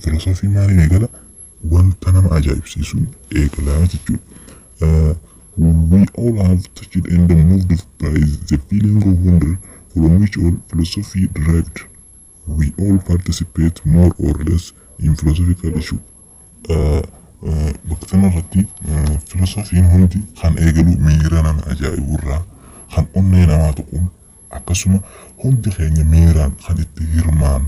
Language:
Oromo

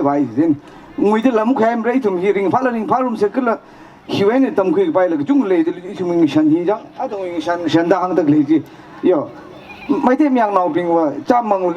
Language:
Tangkhul Naga (India)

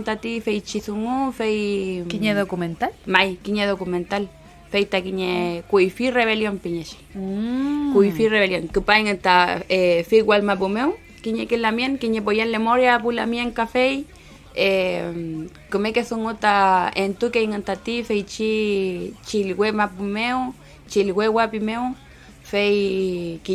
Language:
Mapuche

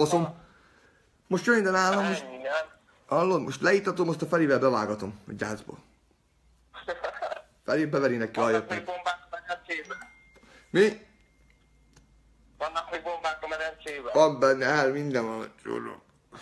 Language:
Hungarian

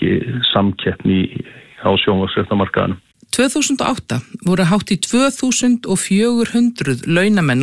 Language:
Icelandic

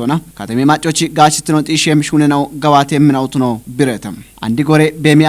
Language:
Kafa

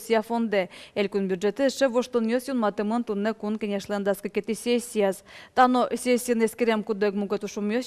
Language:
Udmurt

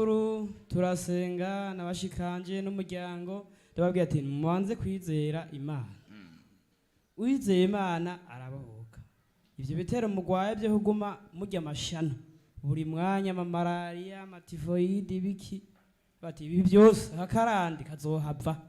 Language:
Rundi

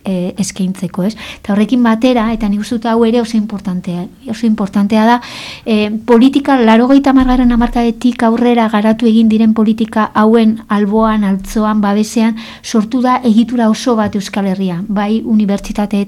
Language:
Basque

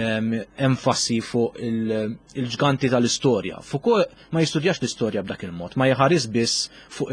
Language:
Maltese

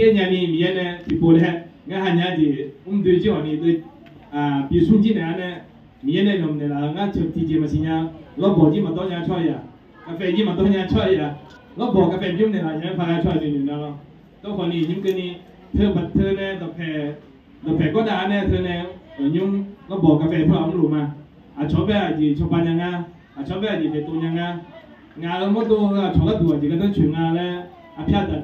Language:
Akha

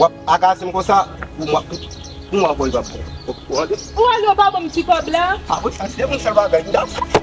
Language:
Haitian Creole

